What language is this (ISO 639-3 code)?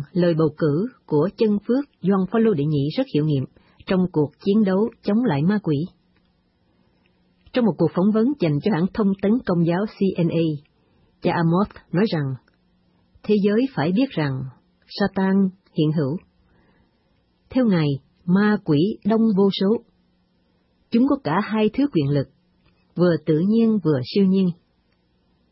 vie